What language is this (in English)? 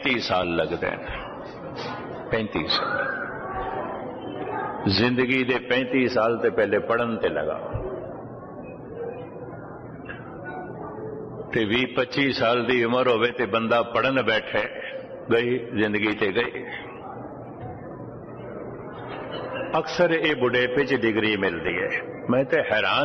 Punjabi